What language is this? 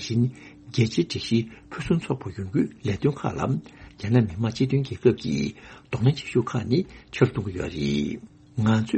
Tibetan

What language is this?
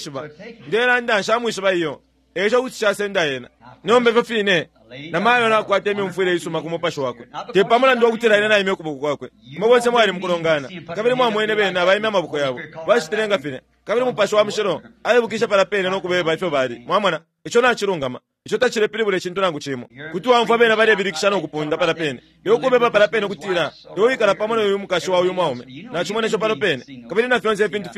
Bemba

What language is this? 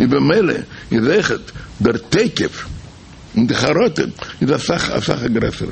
Yiddish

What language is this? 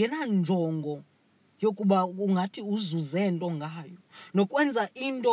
Xhosa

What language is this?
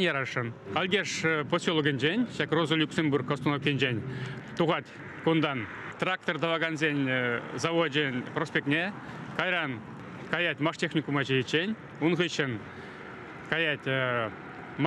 Chuvash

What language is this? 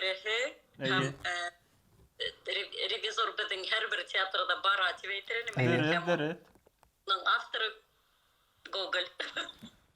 Bashkir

